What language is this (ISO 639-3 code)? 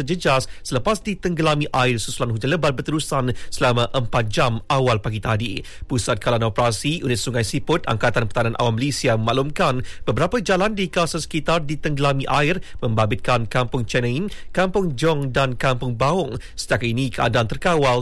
msa